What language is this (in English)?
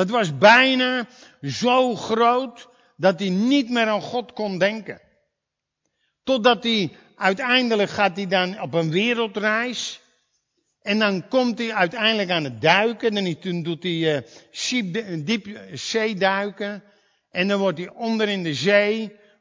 Dutch